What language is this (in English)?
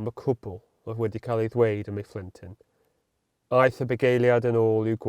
Welsh